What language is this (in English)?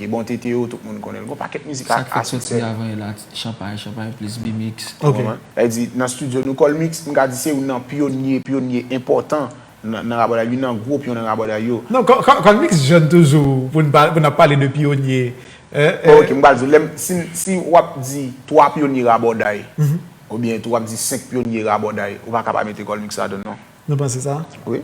Haitian Creole